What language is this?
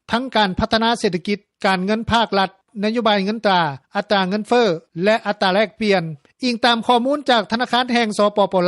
Lao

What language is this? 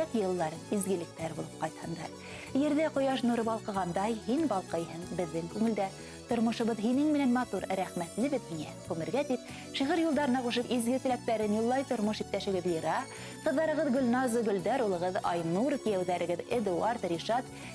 Bashkir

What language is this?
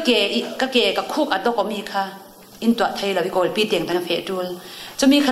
Falam Chin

